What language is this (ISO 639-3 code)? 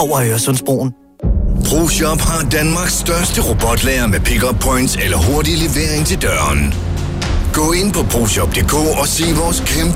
dan